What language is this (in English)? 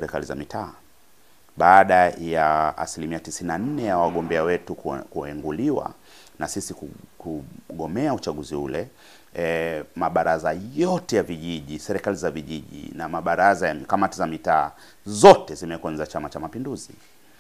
Swahili